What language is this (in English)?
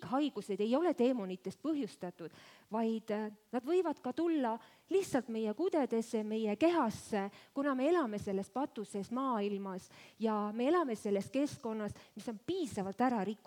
Estonian